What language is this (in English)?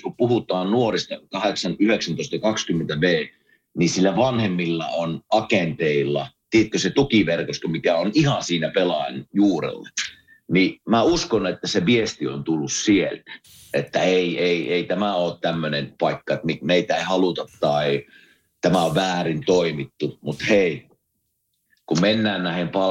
Finnish